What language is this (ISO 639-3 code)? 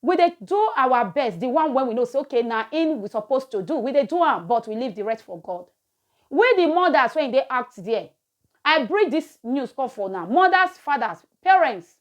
pcm